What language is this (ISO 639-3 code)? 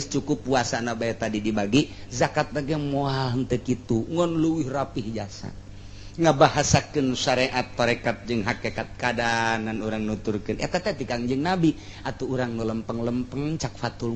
sun